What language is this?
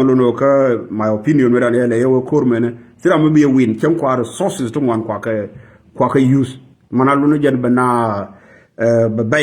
Nuer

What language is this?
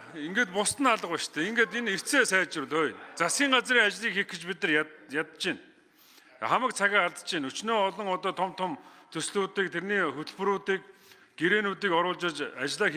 Mongolian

